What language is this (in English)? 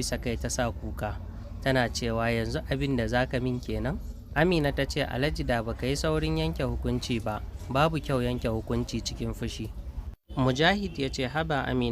Hausa